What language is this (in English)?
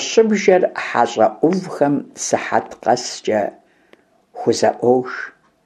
Kabardian